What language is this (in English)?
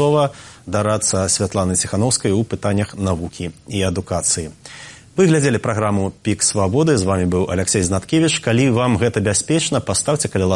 Belarusian